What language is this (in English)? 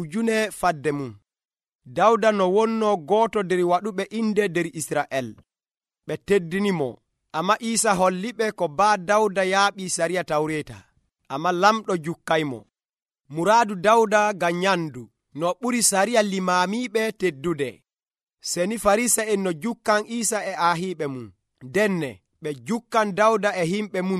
Nigerian Fulfulde